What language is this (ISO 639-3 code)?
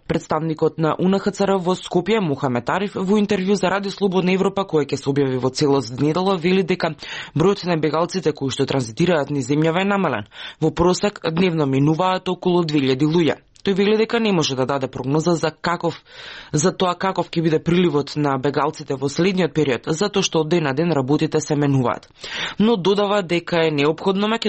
mkd